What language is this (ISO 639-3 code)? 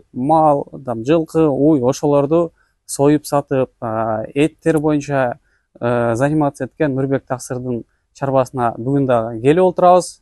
kir